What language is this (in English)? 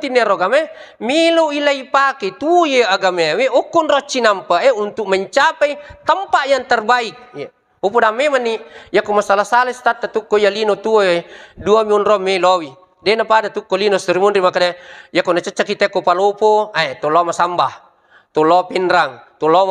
Buginese